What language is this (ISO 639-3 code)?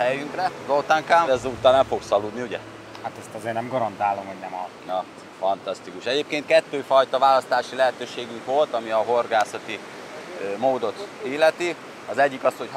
hun